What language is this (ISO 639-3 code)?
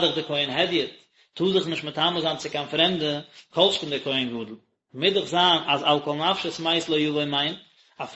yid